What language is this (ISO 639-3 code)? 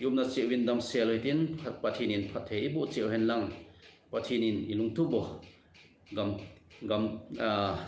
tcz